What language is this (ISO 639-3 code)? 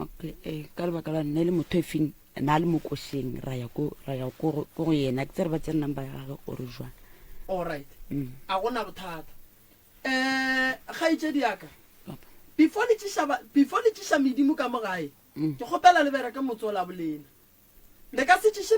nso